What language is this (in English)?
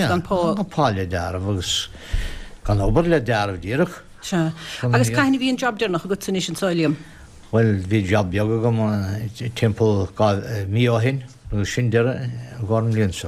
Irish